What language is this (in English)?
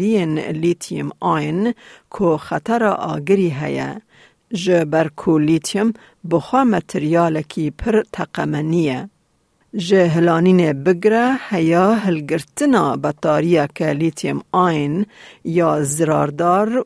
Kurdish